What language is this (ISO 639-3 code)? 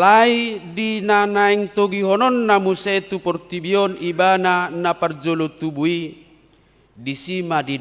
bbc